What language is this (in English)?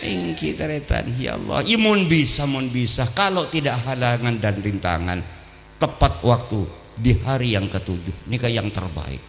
Madurese